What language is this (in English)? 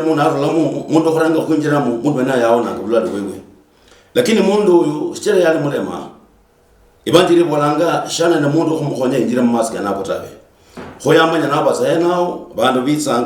Luyia